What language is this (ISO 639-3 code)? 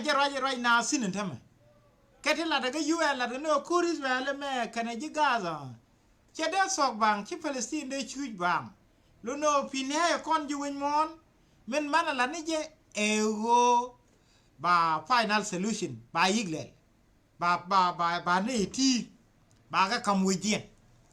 nus